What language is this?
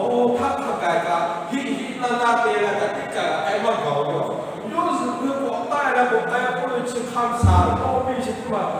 Lahu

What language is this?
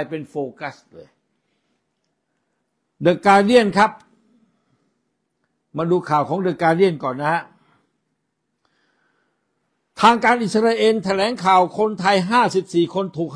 Thai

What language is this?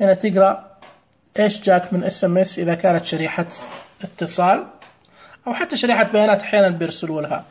Najdi Arabic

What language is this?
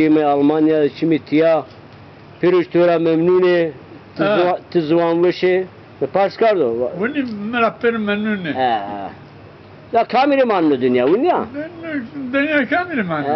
Zaza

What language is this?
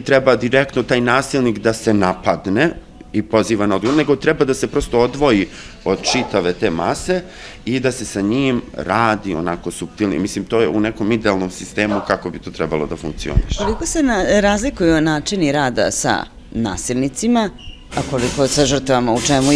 Serbian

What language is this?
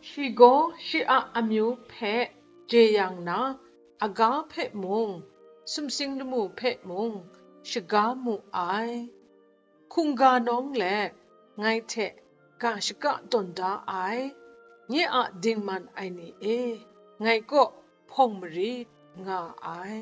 Kachin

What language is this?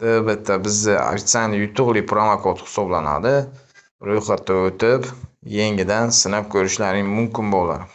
Uzbek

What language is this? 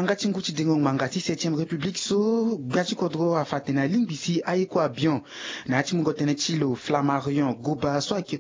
Sango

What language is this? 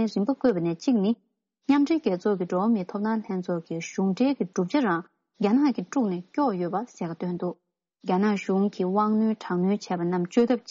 Tibetan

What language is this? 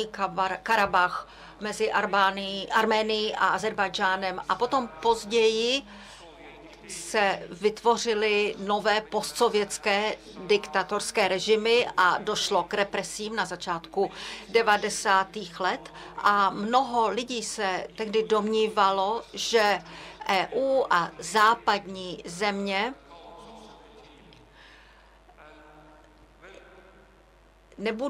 Czech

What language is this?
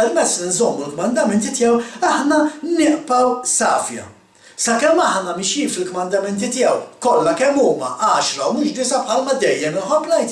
Maltese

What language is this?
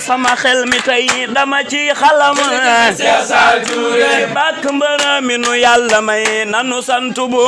Wolof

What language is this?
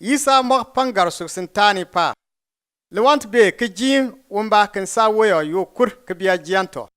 Bimoba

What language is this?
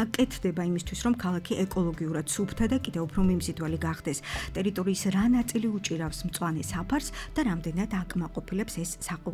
Georgian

